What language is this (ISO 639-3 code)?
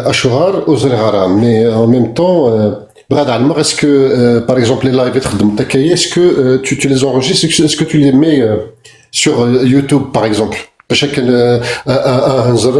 kab